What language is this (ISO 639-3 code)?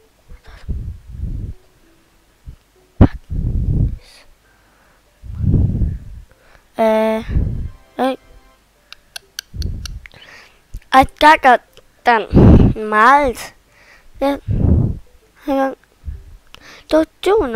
dan